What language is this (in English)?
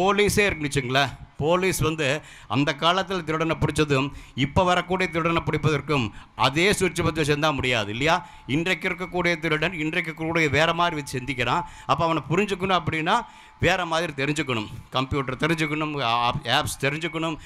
Tamil